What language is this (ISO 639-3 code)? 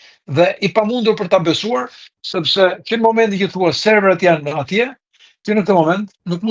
sqi